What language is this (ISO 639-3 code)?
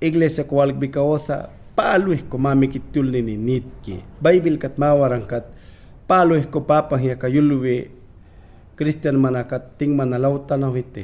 yan